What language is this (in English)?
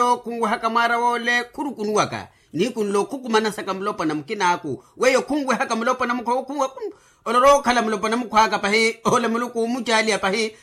Makhuwa